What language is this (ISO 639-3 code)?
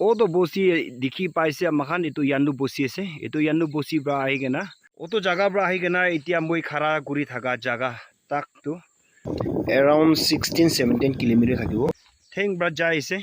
nag